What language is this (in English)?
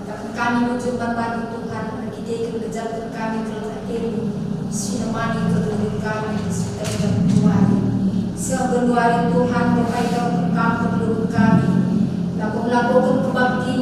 Batak Karo